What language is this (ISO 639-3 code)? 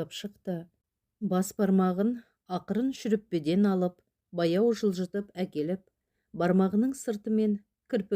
kaz